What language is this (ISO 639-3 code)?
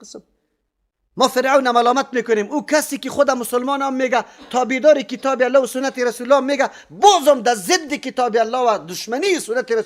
fas